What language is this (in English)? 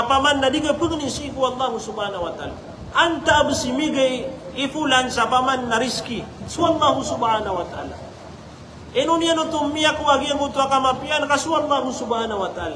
Maranao